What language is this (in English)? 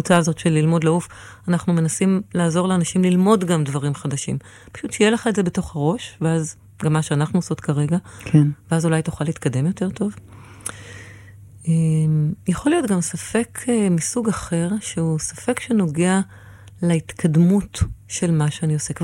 Hebrew